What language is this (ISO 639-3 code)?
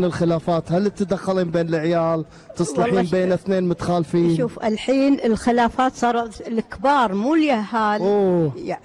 afb